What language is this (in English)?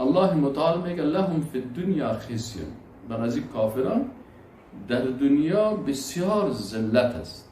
Persian